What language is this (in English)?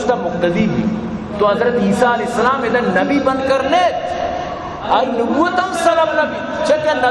Baluchi